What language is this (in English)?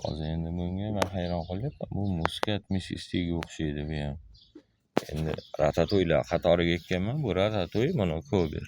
Uzbek